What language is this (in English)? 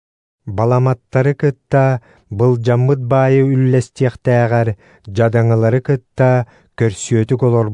Yakut